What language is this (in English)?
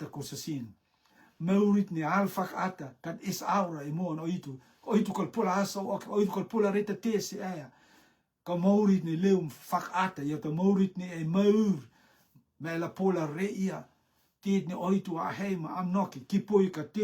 Rotuman